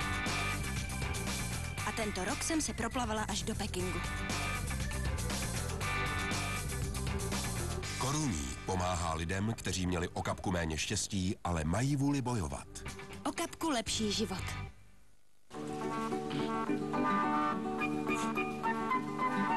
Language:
Czech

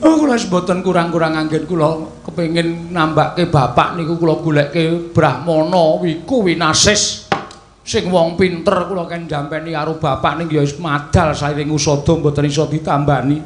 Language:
Javanese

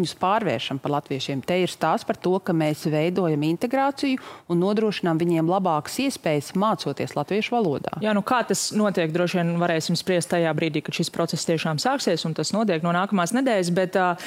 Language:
Latvian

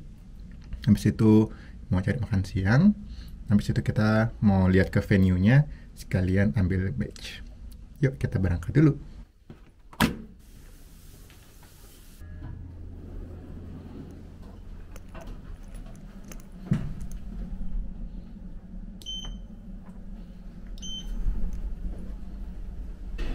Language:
Indonesian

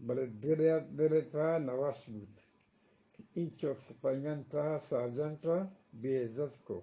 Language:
Eastern Balochi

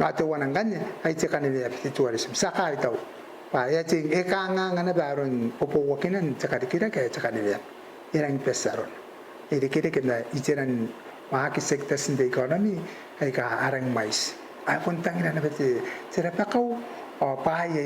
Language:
Gilbertese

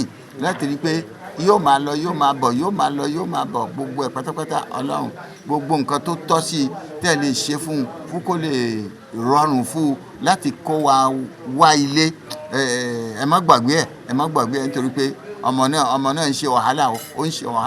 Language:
Yoruba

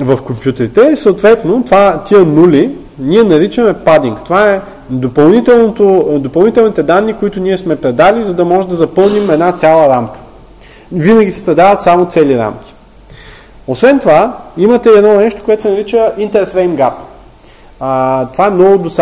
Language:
Bulgarian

